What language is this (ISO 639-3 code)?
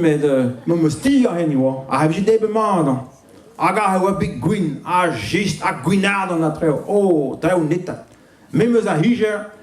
bre